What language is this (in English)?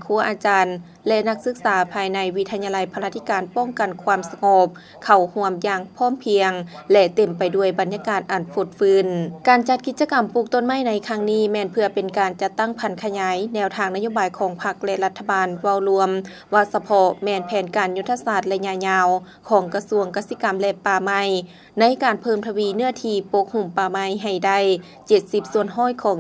Lao